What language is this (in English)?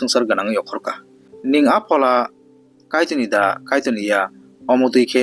Kok Borok